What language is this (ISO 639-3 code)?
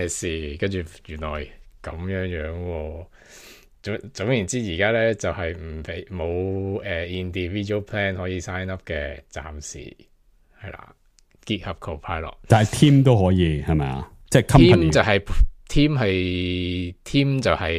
yue